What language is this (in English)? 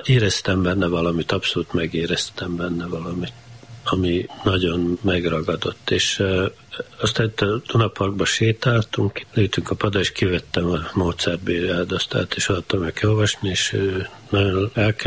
Hungarian